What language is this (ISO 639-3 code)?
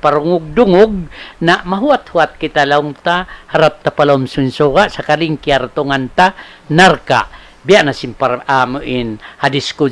tsg